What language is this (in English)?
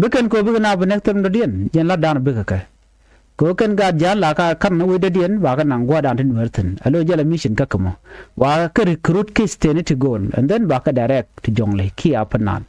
Nuer